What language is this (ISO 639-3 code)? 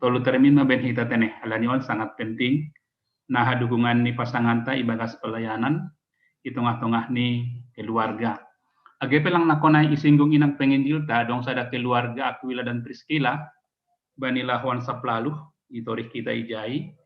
bts